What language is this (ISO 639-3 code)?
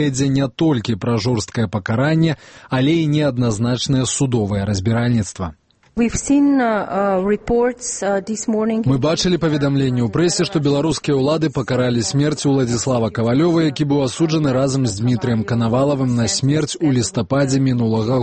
bel